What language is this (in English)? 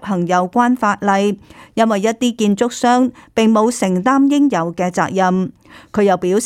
Cantonese